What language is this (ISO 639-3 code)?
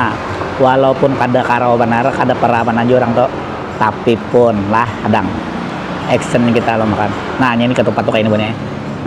bjn